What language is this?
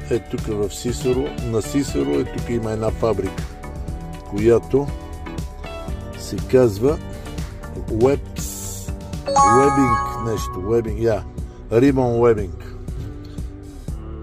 Bulgarian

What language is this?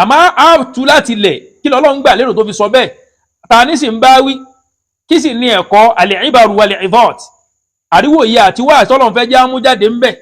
Yoruba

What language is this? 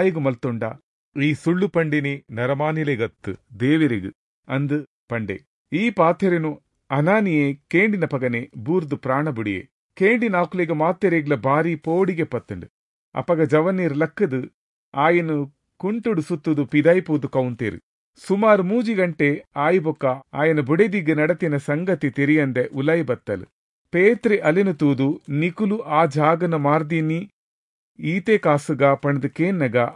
Tulu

